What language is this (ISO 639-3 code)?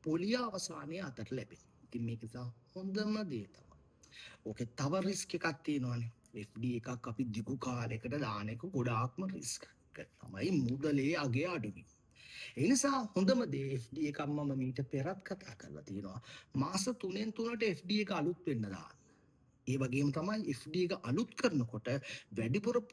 sin